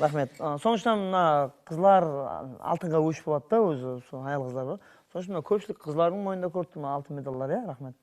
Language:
Kara-Kalpak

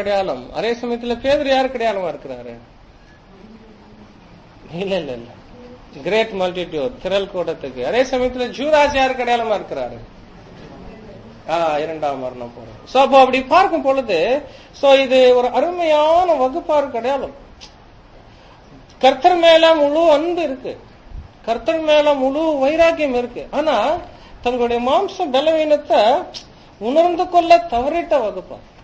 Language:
Tamil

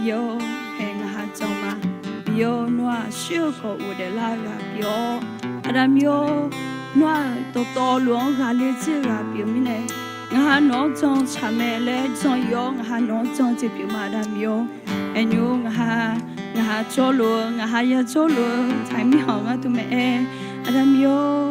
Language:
Akha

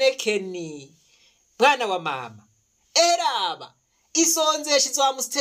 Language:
Rundi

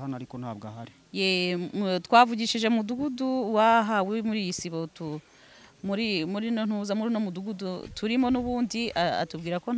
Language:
Kinyarwanda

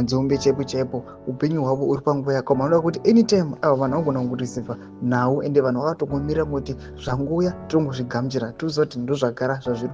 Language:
Shona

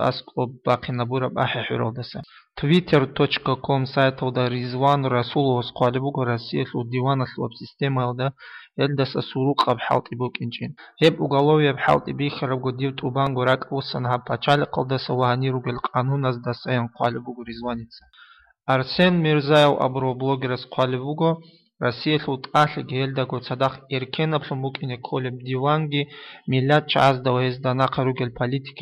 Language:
Avaric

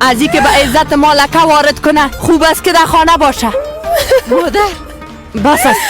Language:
Persian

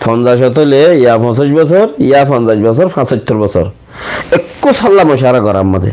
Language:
Rohingya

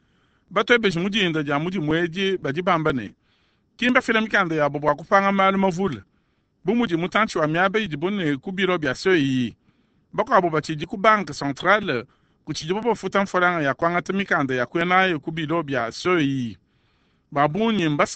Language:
Luba-Lulua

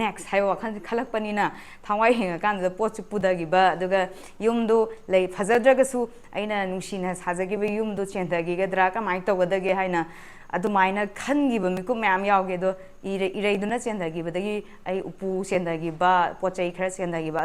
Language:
Manipuri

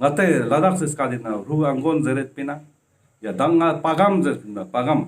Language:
Ladakhi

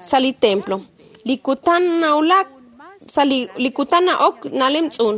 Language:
Kekchí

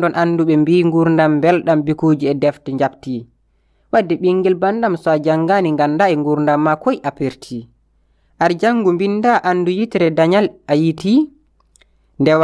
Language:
Fula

